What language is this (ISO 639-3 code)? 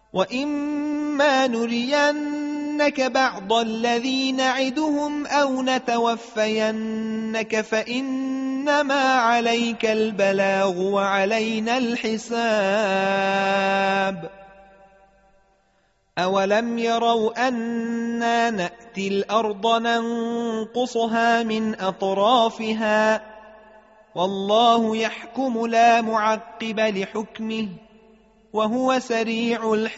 ara